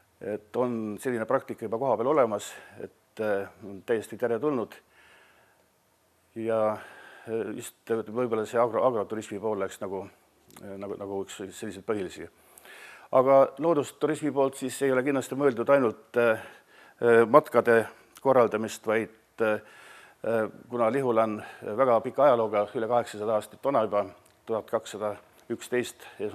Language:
Estonian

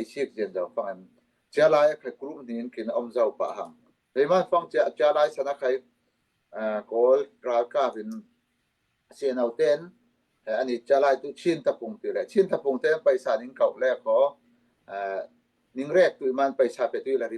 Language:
Falam Chin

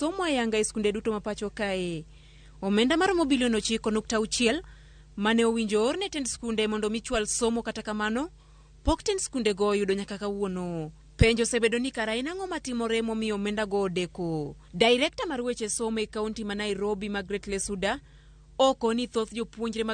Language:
Luo (Kenya and Tanzania)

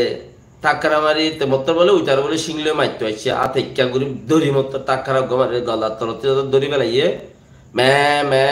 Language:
Rohingya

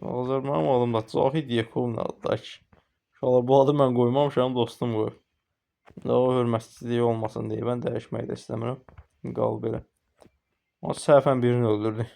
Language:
Azerbaijani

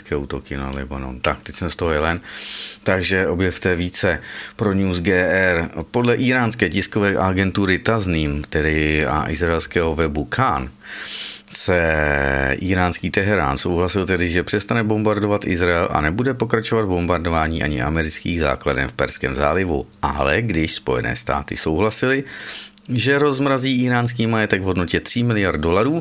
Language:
Czech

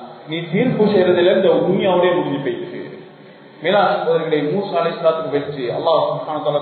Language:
Tamil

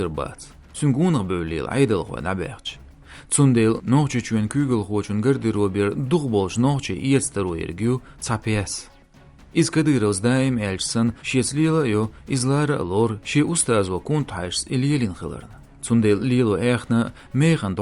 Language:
Chechen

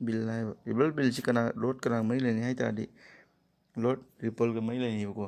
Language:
Manipuri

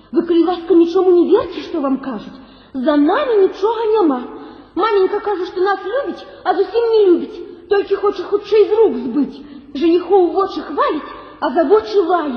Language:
Belarusian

